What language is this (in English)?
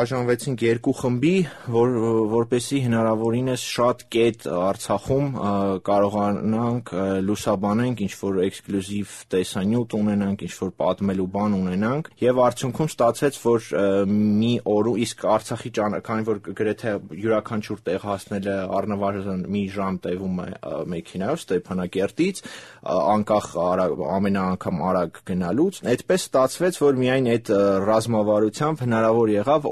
Armenian